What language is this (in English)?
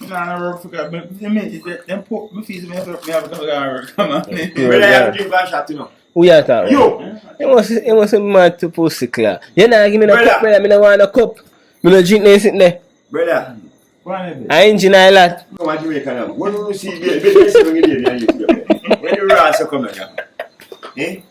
Jamaican Creole English